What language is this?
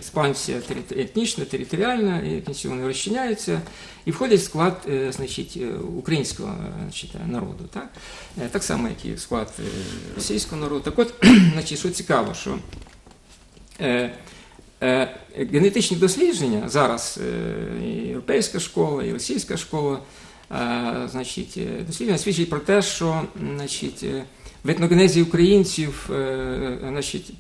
Ukrainian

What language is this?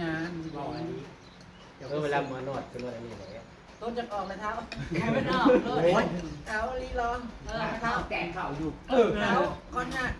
Northeastern Thai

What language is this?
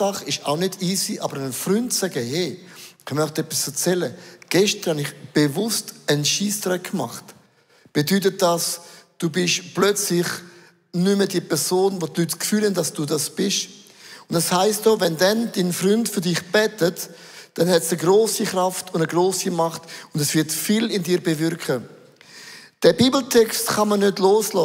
Swiss German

